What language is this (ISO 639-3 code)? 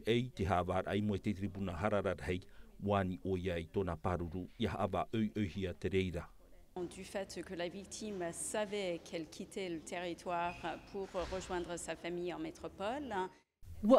tah